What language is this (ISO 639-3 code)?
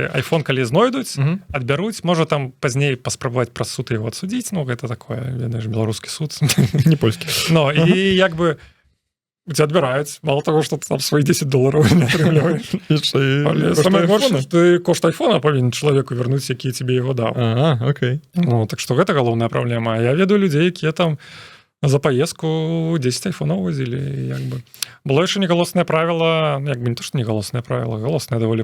bel